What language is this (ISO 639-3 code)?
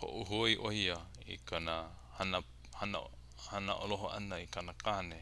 haw